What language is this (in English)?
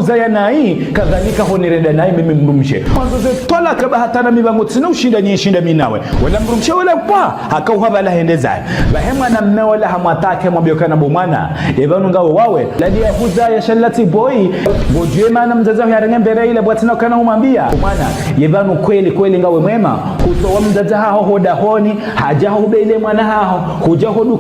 Ngazidja Comorian